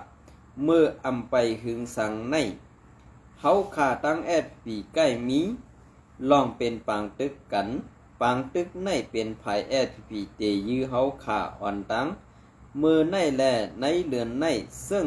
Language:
Shan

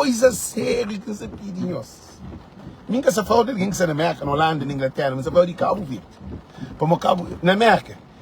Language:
Kabuverdianu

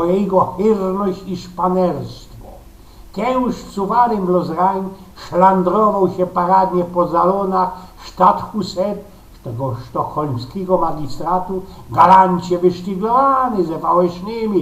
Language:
Silesian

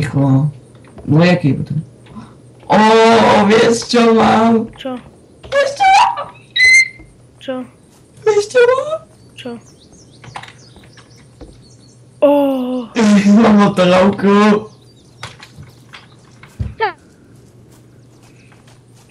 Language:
Slovak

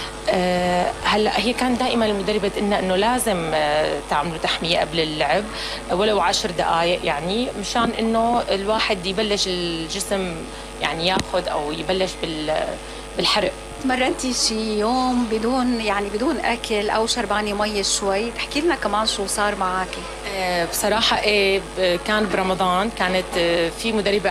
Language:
North Levantine Arabic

